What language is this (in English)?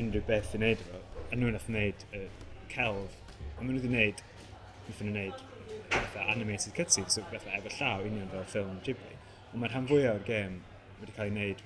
Welsh